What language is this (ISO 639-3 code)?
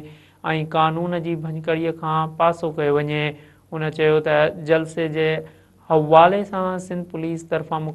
snd